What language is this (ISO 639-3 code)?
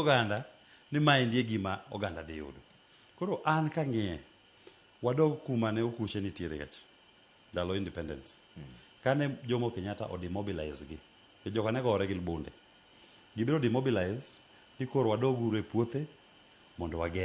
luo